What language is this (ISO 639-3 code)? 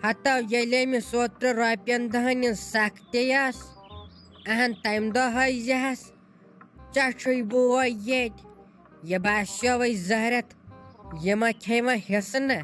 kas